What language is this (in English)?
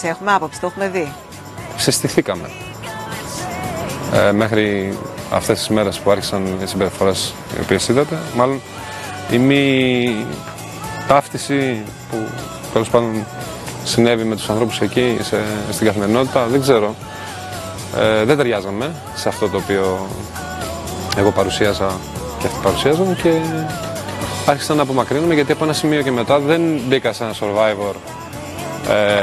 Greek